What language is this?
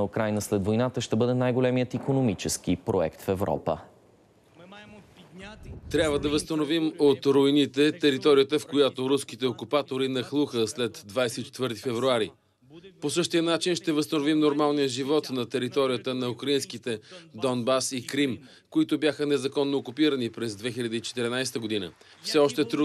Bulgarian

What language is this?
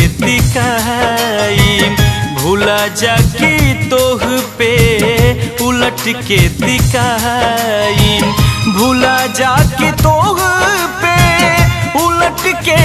Bhojpuri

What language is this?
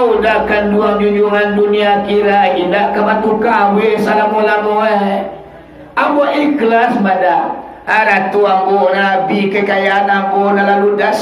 Minangkabau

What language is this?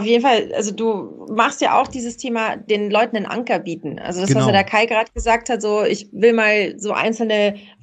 German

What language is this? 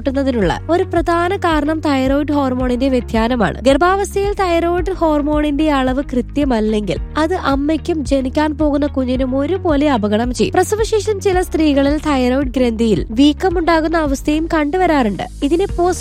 Malayalam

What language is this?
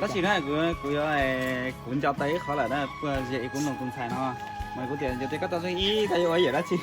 Hmong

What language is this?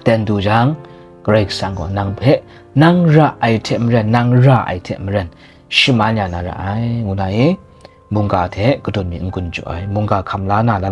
Kachin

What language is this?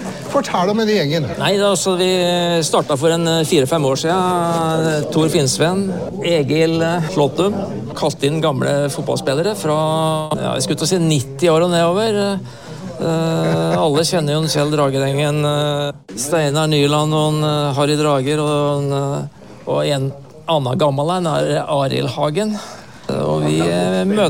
Norwegian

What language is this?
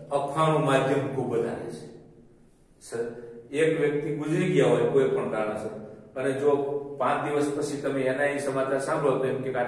Gujarati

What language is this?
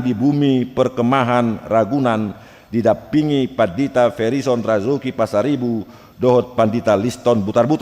Batak Toba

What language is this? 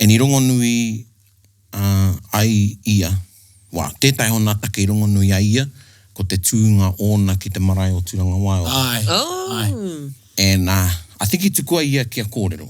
Māori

